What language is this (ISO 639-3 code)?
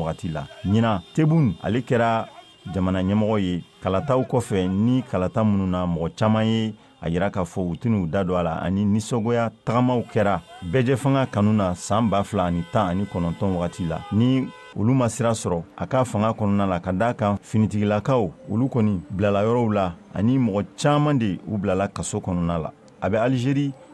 bam